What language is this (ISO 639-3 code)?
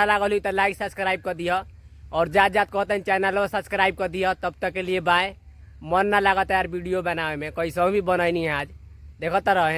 bho